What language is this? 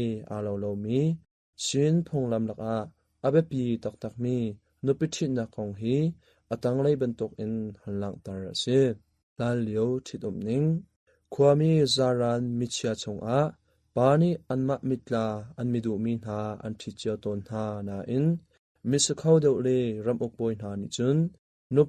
Hakha Chin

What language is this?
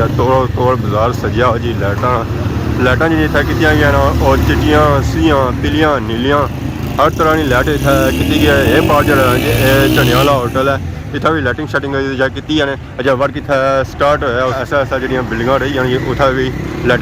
Pahari-Potwari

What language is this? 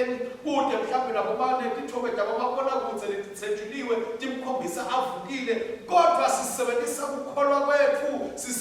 Swati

